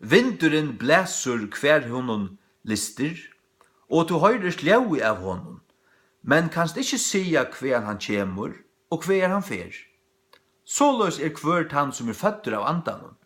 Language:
Faroese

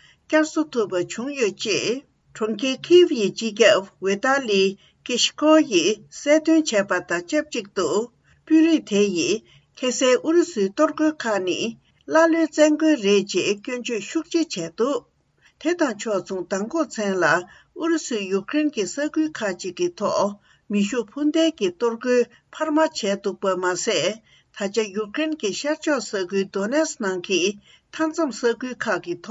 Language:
Tibetan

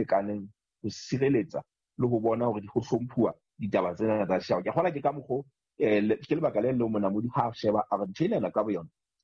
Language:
Southern Sotho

